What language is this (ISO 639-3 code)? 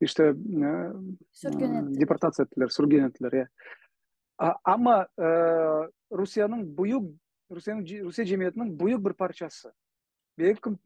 crh